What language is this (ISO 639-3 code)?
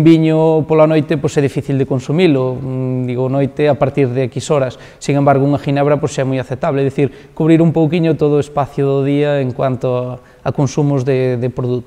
glg